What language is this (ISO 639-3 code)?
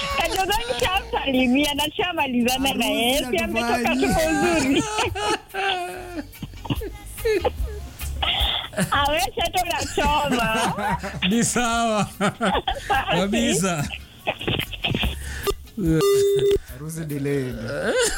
swa